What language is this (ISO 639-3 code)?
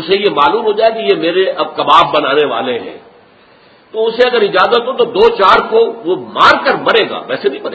urd